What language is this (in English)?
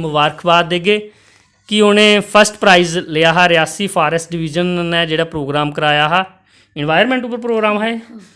Dogri